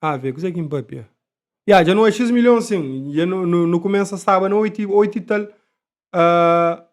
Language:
Kabuverdianu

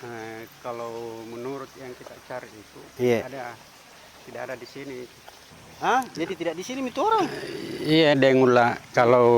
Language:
Makassar Malay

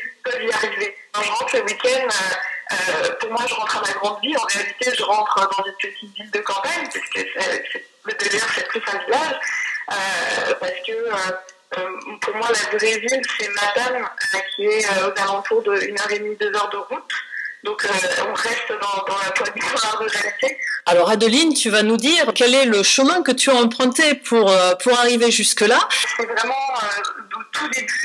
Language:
French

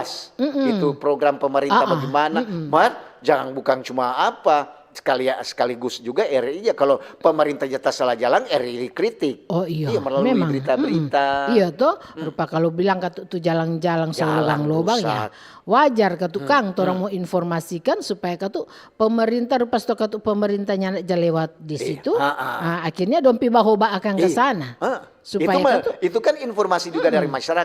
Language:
Manado Malay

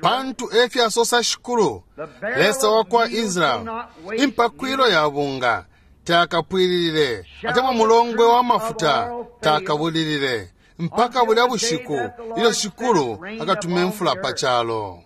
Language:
Bemba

